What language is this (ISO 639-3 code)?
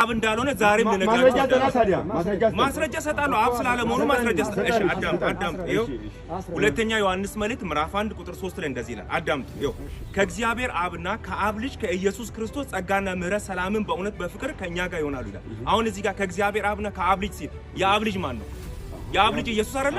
amh